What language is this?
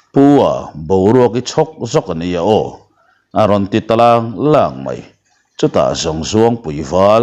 Mizo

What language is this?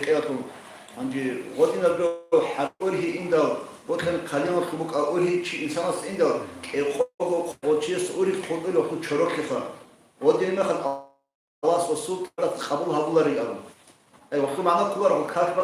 Avaric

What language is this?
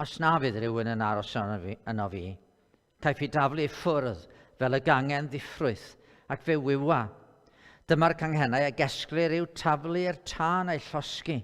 Welsh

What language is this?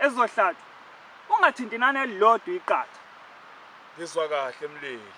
Zulu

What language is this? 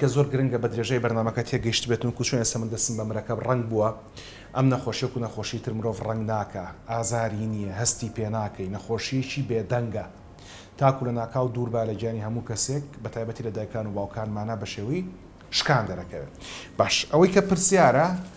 Central Kurdish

